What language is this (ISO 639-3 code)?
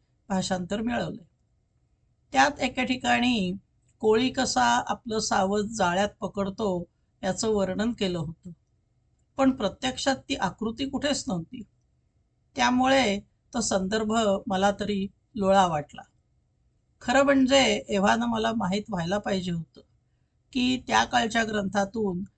mar